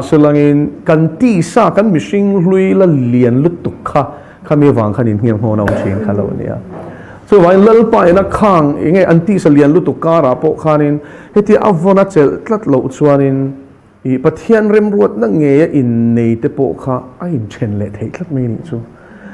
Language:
Mizo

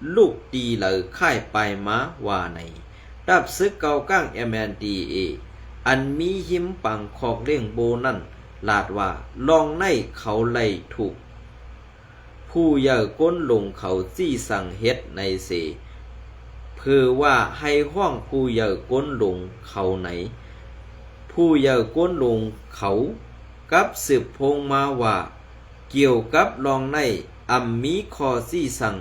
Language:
Shan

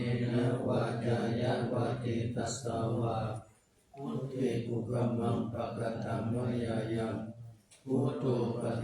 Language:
Pali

